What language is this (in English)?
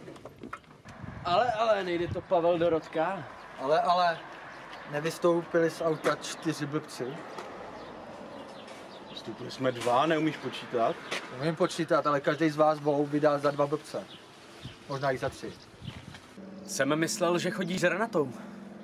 Czech